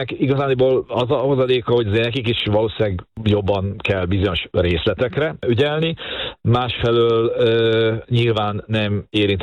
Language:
Hungarian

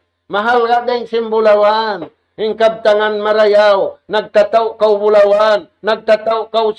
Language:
Tausug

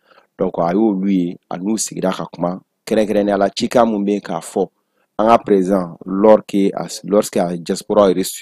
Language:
Bambara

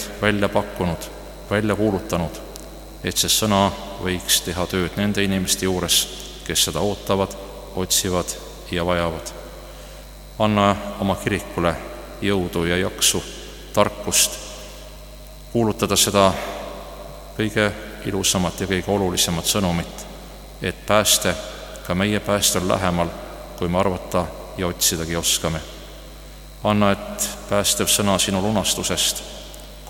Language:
Estonian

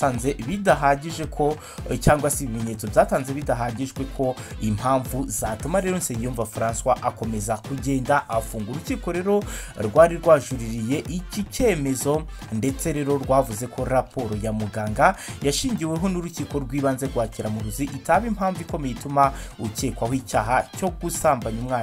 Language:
Kinyarwanda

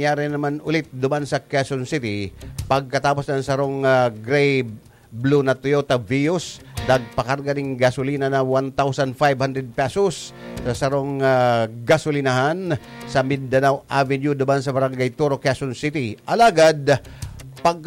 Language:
Bikol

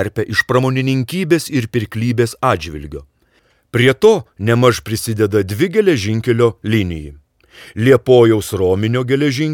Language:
Lithuanian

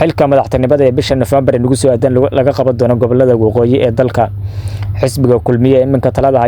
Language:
Somali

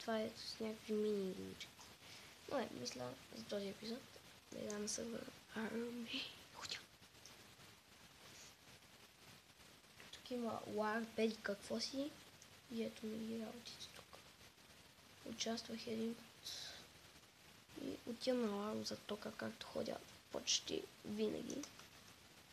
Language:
Bulgarian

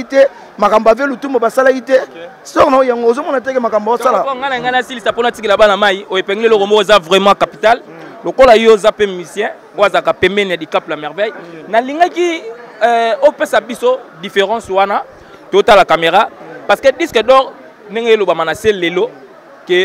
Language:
Lingala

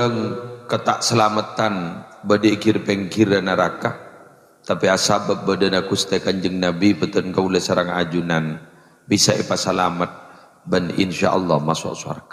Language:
Madurese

